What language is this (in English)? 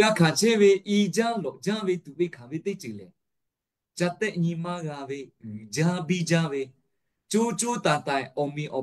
Lahu